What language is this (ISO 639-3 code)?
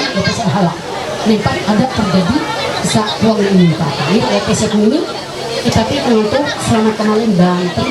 mhy